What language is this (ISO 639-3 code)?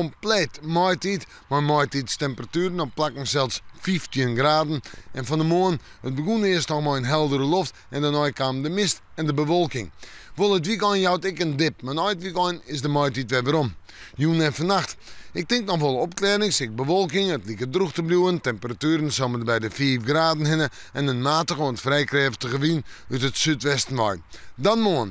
fry